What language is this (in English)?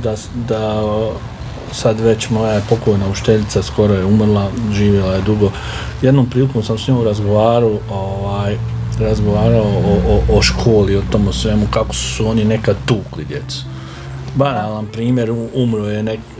Bosnian